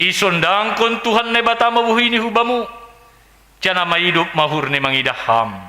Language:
Batak Simalungun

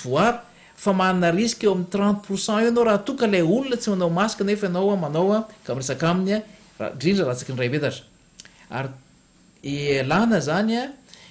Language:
Malagasy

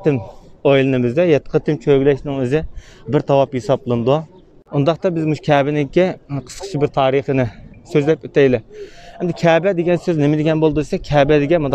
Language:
Uyghur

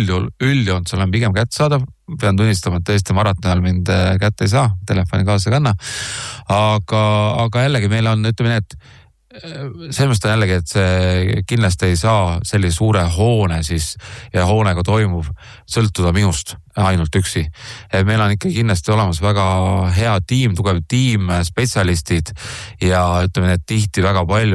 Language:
Estonian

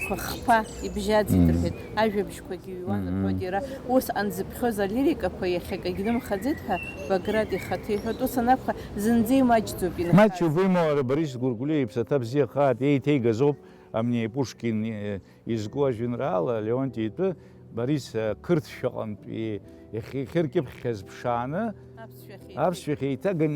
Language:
Abkhazian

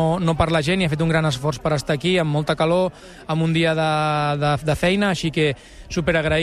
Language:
Catalan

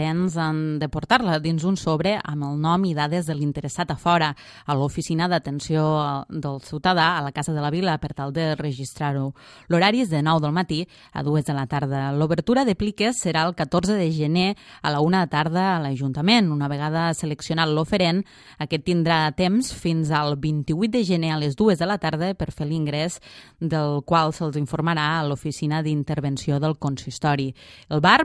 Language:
Catalan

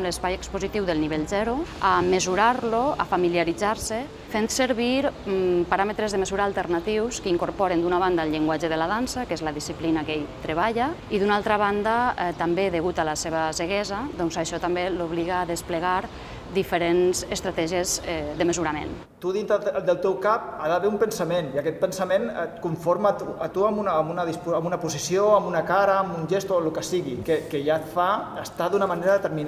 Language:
Catalan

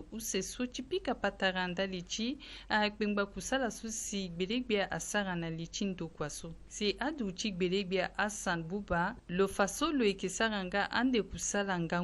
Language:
Sango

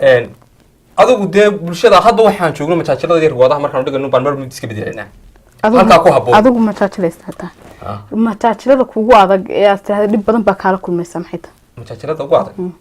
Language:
Somali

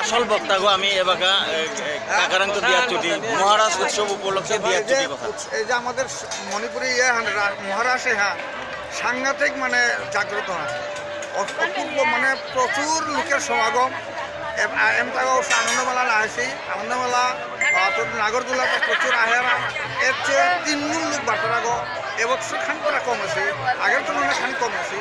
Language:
Bishnupriya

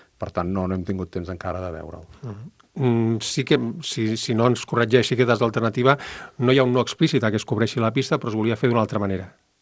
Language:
Catalan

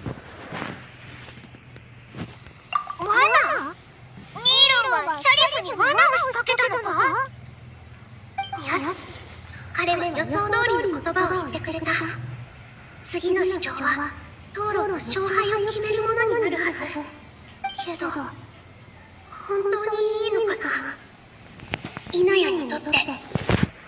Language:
Japanese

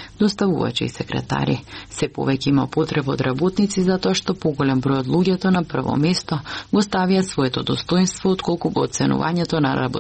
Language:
Macedonian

